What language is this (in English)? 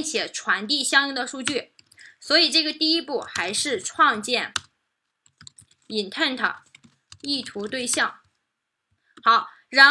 Chinese